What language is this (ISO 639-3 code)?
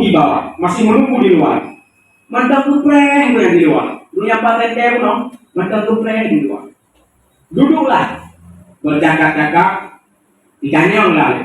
ace